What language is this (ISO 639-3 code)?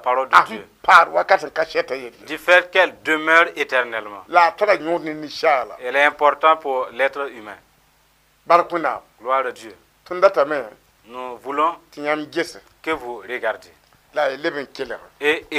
mos